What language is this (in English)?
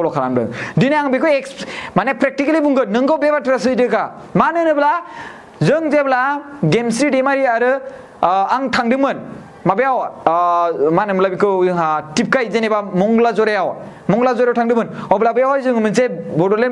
Bodo